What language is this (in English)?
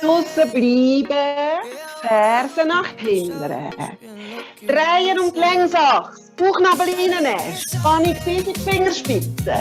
Swiss German